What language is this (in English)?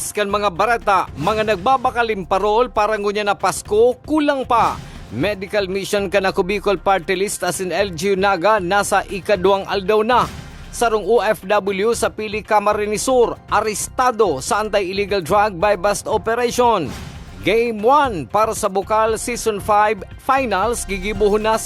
Bikol